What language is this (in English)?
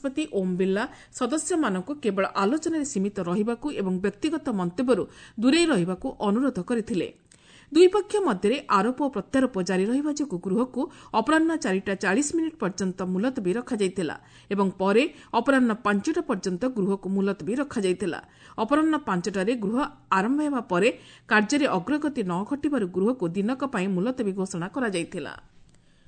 Odia